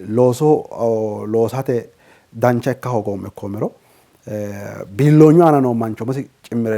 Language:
Sidamo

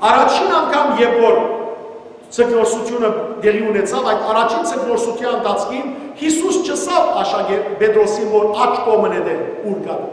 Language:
Western Armenian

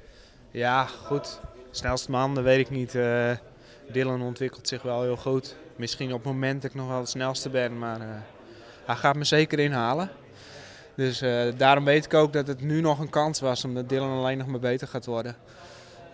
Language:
Dutch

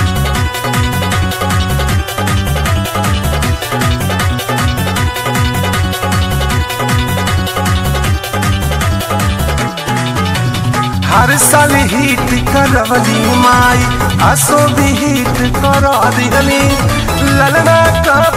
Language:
Bhojpuri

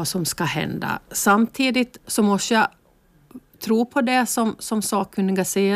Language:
Swedish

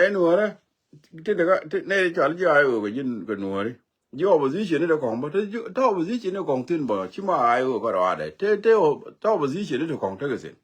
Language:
Nuer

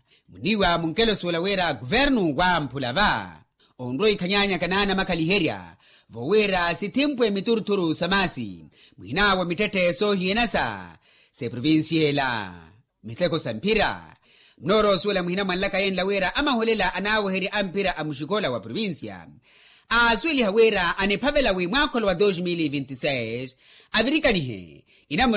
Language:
Makhuwa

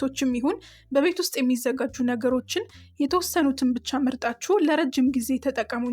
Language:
Amharic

